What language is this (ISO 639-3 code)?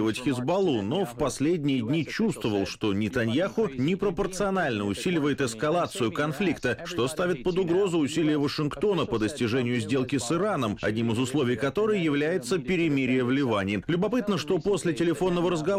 rus